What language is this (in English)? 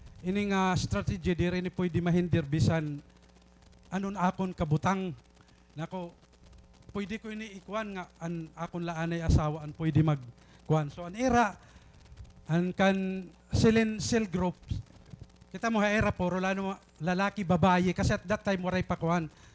Waray